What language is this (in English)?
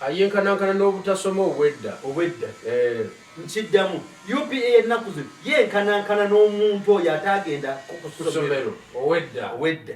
Ganda